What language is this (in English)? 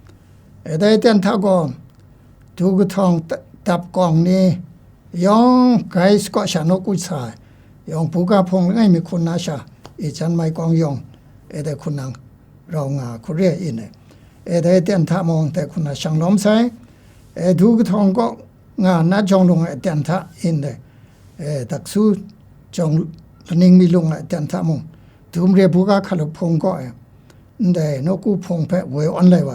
Kachin